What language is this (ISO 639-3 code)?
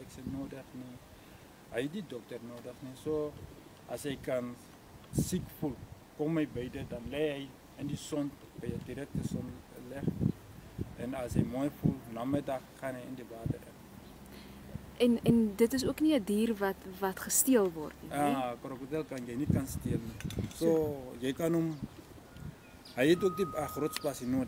afr